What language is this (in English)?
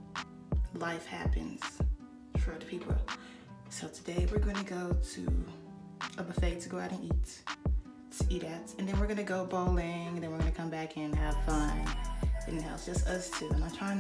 English